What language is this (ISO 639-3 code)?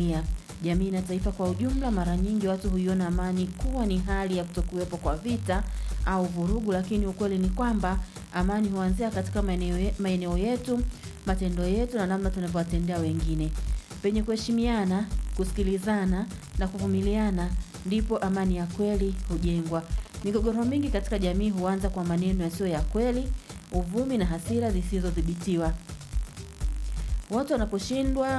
swa